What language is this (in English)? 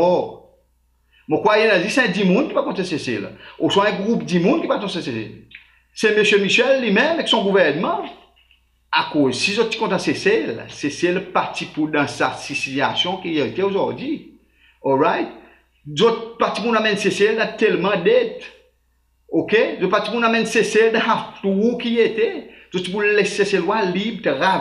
Seselwa Creole French